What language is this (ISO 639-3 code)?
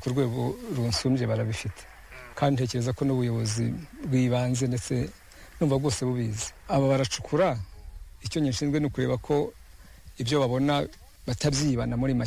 kin